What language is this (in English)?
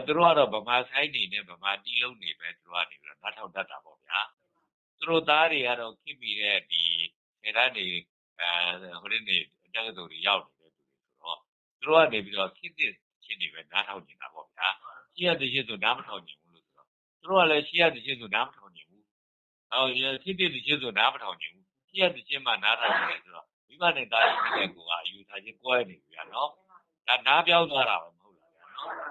Burmese